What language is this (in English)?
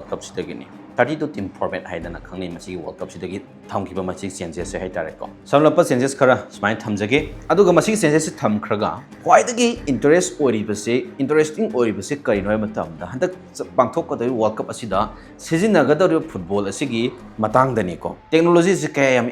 Manipuri